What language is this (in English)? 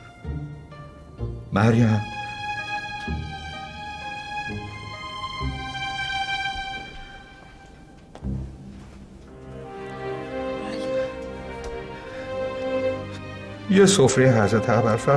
Persian